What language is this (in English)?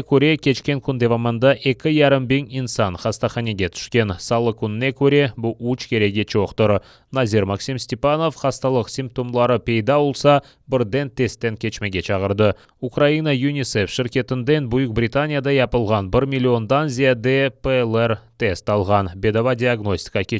Crimean Tatar